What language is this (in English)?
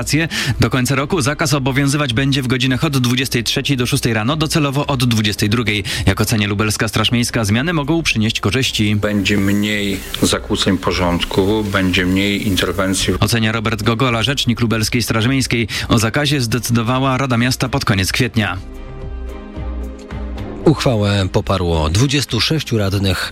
Polish